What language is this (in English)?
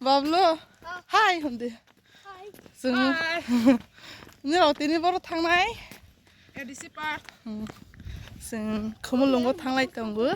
Kok Borok